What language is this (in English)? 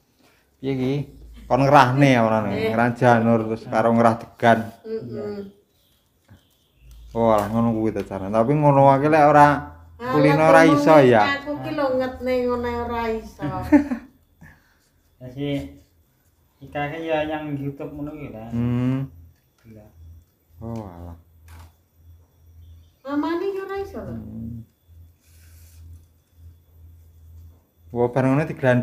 Javanese